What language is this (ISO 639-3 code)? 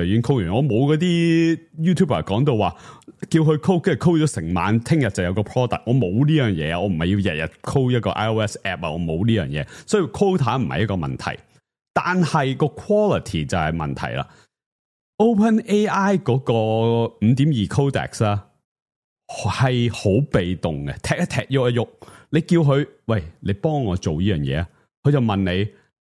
yue